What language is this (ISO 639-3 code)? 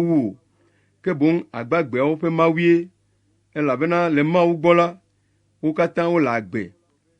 ewe